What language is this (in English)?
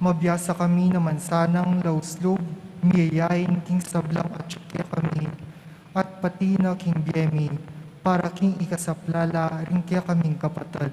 Pampanga